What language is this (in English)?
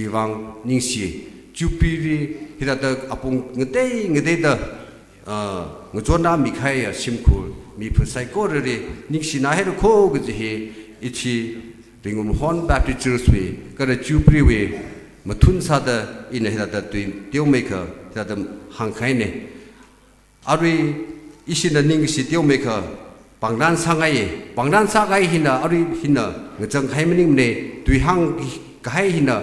Tangkhul Naga (India)